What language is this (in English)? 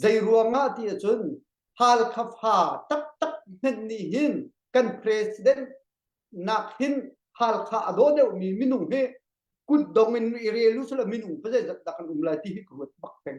Hakha Chin